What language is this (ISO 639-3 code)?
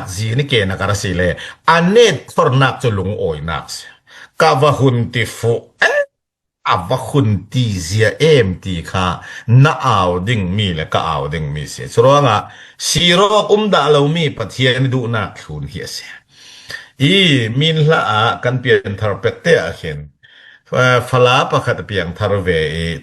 cfm